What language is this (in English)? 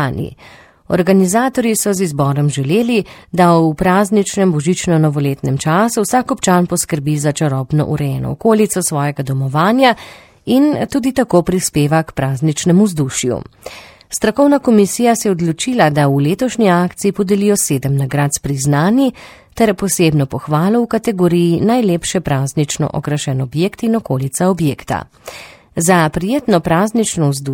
Slovenian